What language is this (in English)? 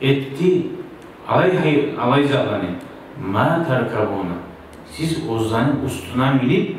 Kumyk